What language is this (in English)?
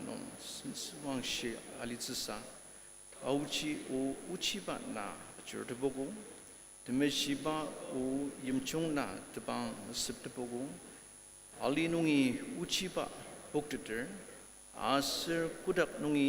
Ao Naga